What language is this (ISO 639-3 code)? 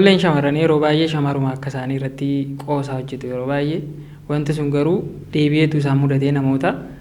orm